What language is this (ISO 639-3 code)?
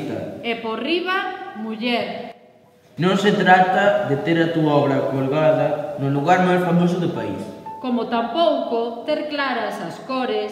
glg